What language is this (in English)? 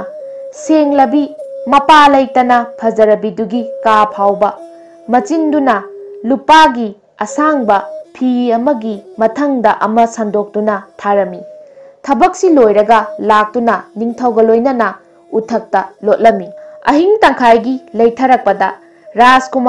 Manipuri